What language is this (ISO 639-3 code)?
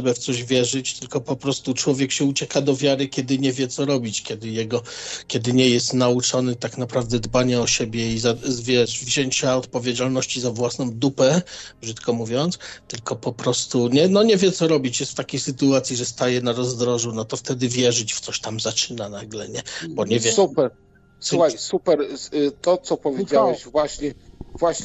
pol